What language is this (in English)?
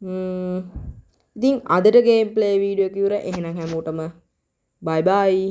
Sinhala